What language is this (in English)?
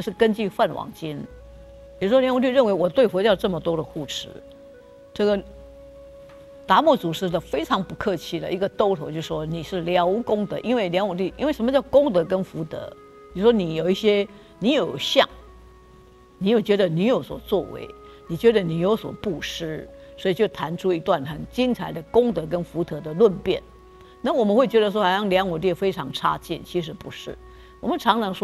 Chinese